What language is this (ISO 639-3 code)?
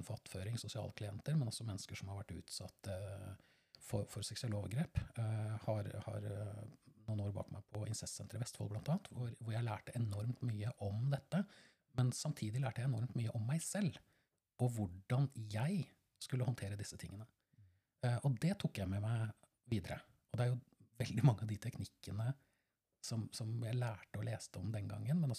nor